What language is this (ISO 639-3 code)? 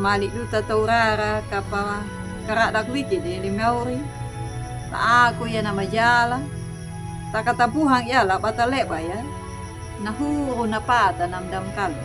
akg